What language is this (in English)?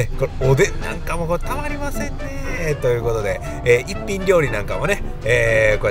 Japanese